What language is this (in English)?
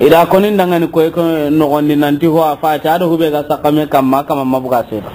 Soninke